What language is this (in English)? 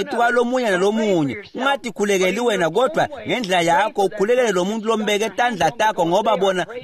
Swati